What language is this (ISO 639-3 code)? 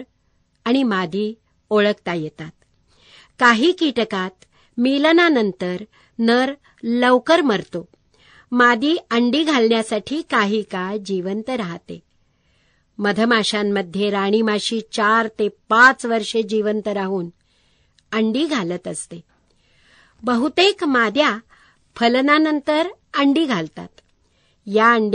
mar